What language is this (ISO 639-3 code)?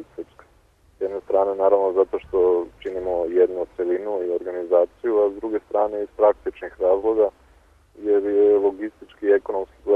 srp